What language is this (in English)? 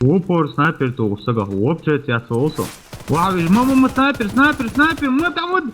Chechen